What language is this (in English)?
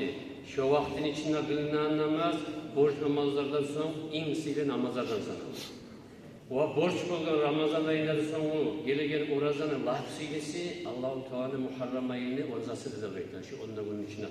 Kumyk